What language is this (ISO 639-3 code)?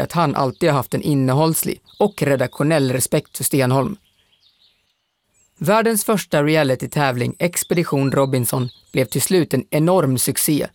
swe